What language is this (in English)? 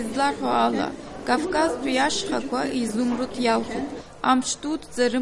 Abkhazian